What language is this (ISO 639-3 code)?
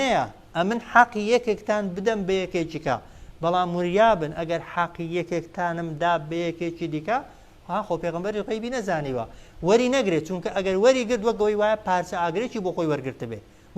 ckb